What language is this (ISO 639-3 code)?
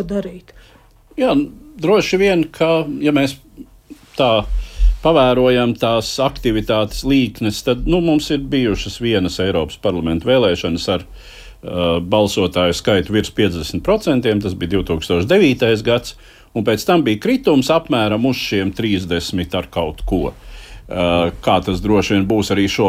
lav